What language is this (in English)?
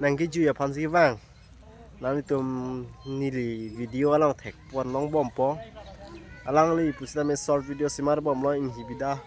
Karbi